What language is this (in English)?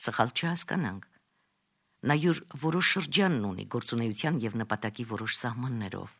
Armenian